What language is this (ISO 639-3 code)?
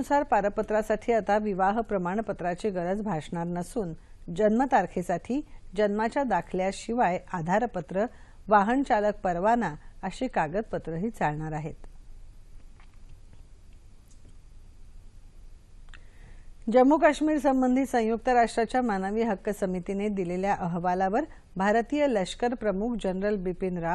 mar